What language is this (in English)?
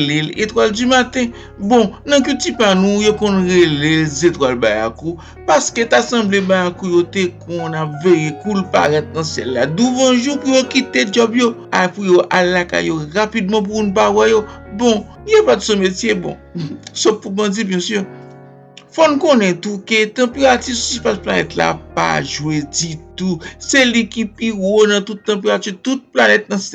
Haitian Creole